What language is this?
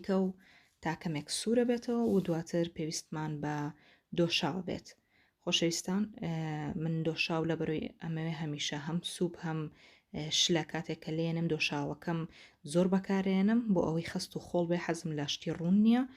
Central Kurdish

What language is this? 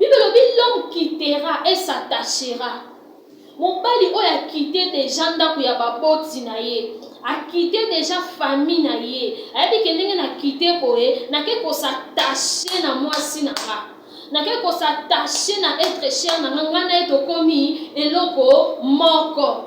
Lingala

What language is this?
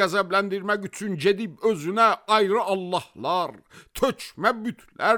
Azerbaijani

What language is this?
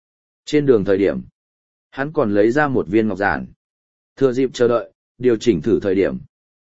Vietnamese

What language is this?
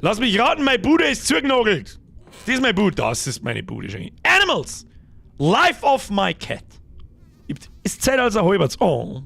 Bavarian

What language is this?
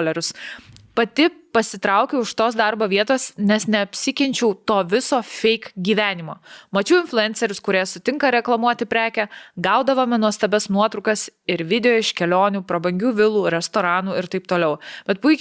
Lithuanian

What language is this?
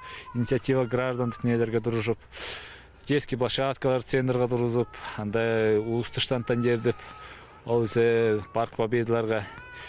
Southern Altai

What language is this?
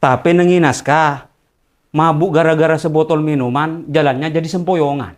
Madurese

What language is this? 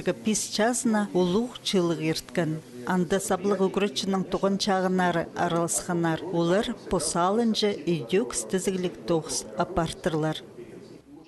Khakas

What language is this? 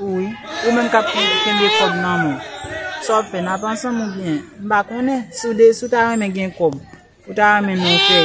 Haitian Creole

